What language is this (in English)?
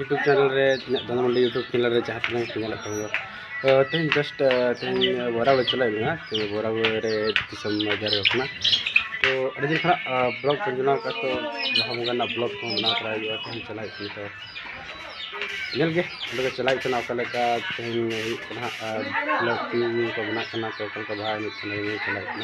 Santali